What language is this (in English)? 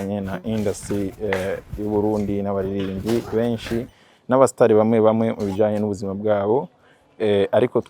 Rundi